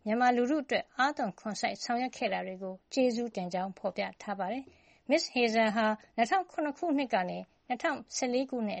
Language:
Burmese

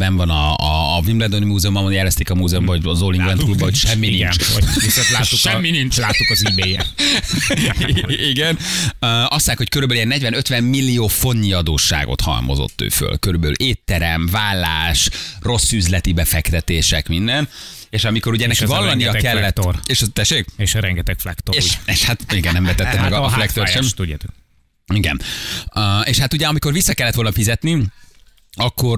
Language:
Hungarian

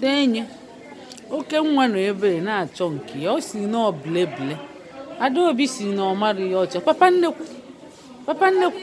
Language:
Igbo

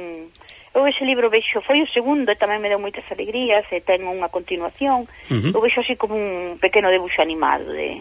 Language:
Galician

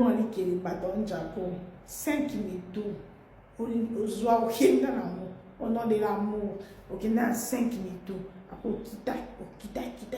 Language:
Lingala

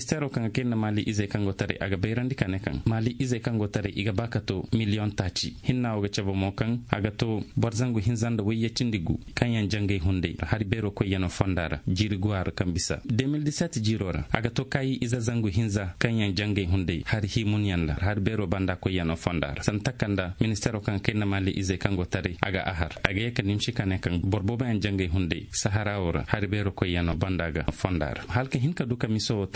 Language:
Zarma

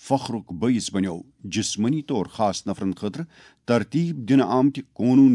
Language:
Kashmiri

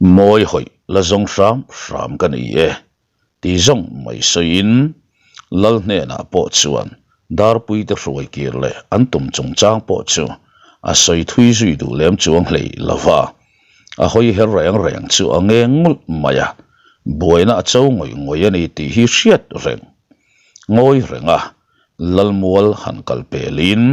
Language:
Mizo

